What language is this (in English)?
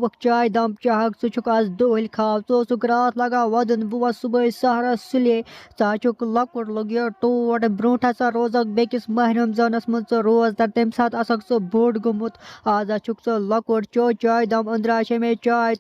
Kashmiri